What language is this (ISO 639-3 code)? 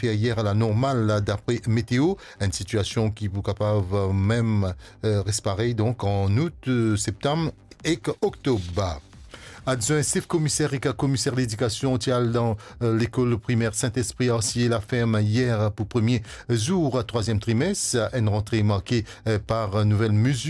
mfe